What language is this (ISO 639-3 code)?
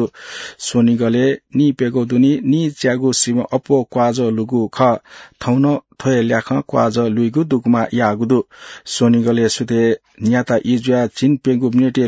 new